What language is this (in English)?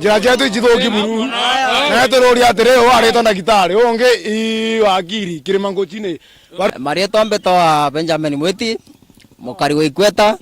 Meru